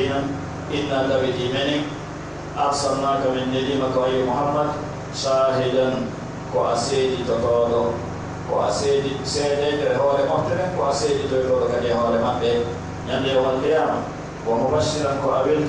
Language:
Pular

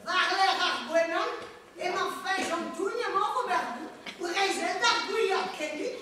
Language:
Breton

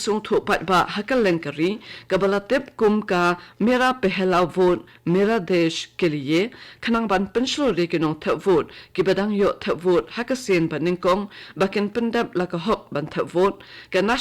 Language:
Khasi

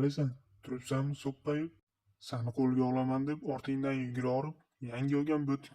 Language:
Uzbek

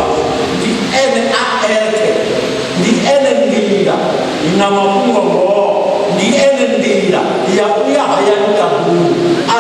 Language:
Venda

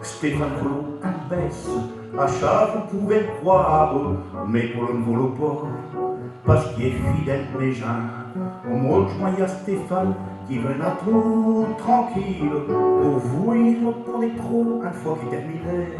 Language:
Picard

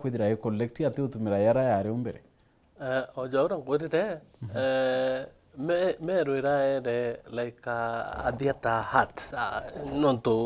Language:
Meru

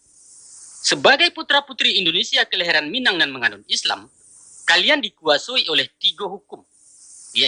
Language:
Minangkabau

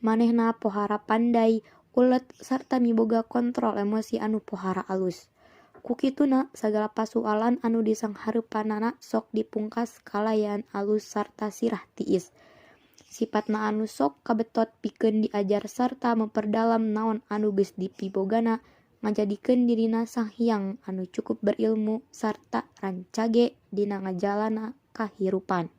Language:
Sundanese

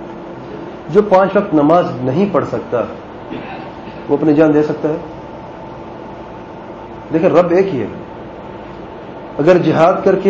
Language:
Urdu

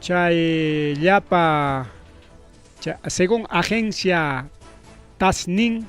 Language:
Ayacucho Quechua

